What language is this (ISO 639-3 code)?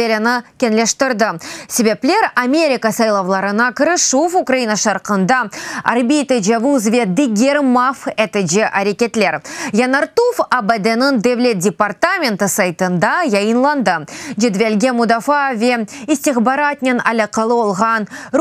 crh